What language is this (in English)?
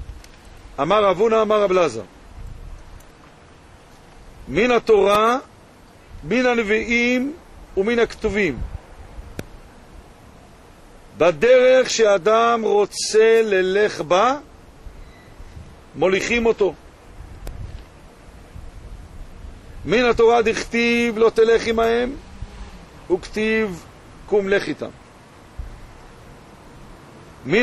Hebrew